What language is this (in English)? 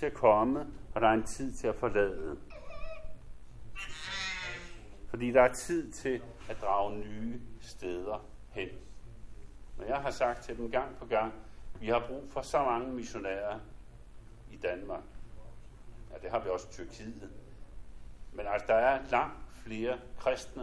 Danish